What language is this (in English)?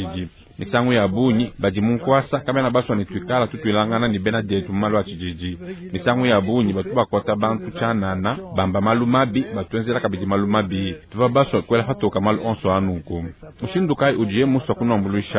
Luba-Lulua